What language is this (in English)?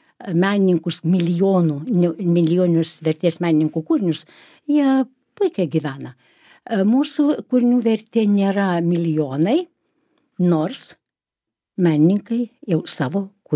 Lithuanian